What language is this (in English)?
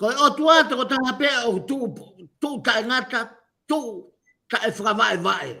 Tongan